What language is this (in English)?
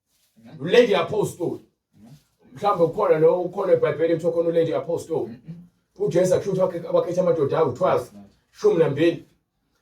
Zulu